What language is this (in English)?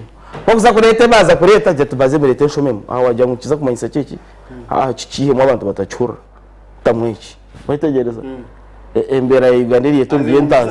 Nyankole